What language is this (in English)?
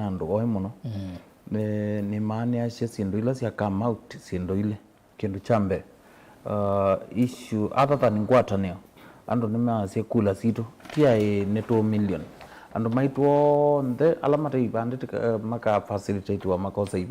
Kamba